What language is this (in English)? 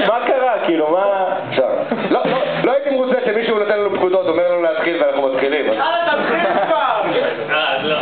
Hebrew